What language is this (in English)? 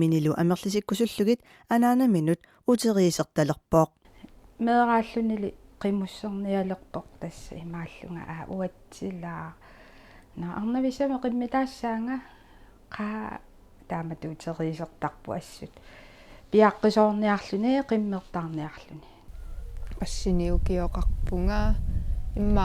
Kalaallisut